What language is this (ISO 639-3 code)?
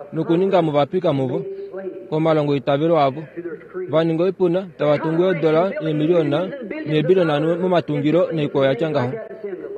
kua